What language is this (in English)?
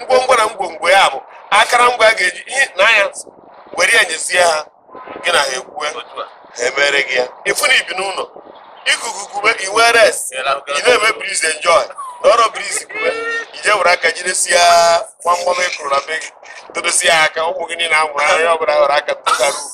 Igbo